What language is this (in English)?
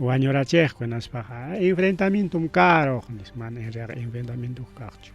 Ayacucho Quechua